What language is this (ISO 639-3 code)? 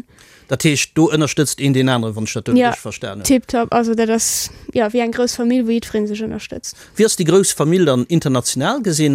ltz